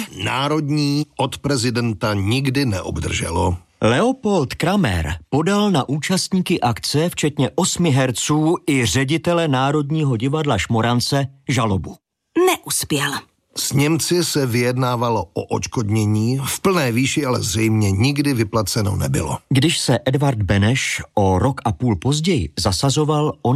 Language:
Czech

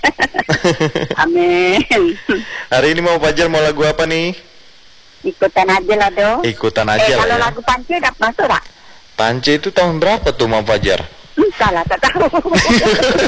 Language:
Indonesian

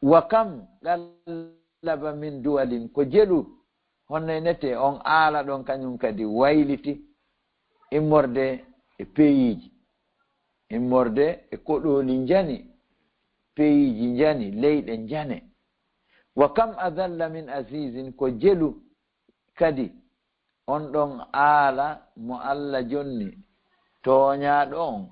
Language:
Fula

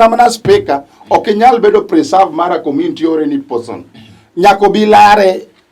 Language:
Luo (Kenya and Tanzania)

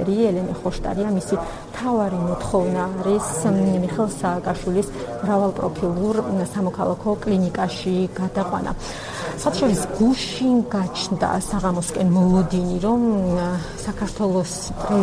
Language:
Georgian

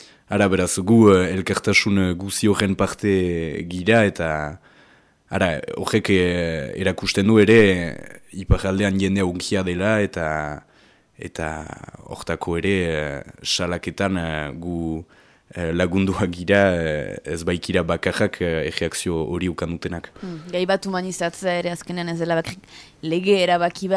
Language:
Basque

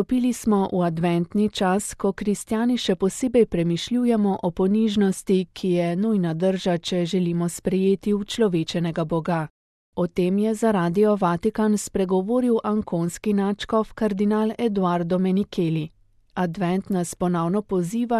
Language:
Slovenian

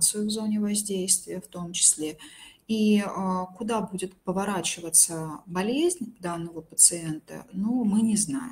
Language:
Russian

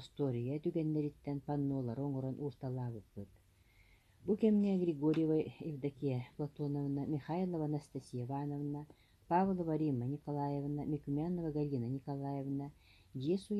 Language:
Yakut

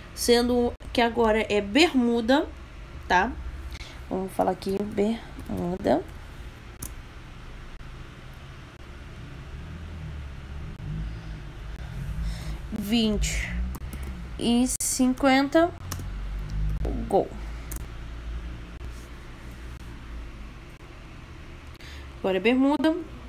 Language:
Portuguese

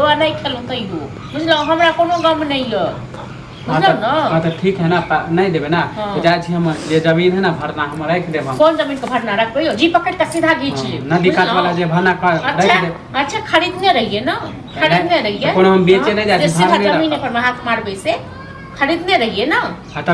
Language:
Maithili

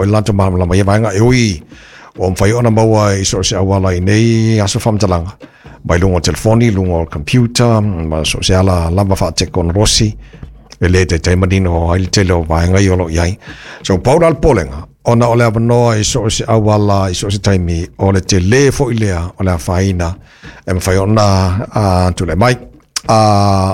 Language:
Samoan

